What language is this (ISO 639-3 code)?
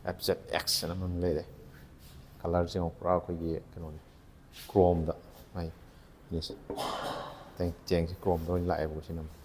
mni